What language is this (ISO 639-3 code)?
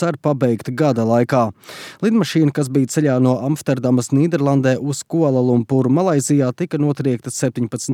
lav